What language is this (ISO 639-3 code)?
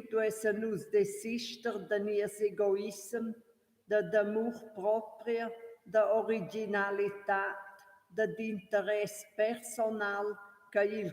roh